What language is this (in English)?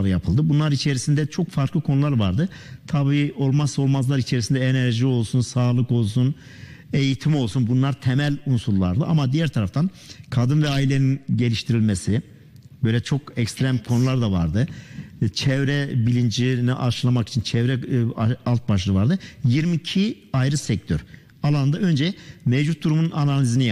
Turkish